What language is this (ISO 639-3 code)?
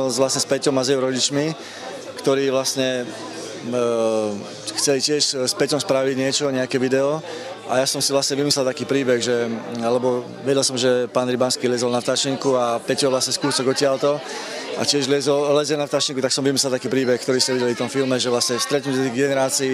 slk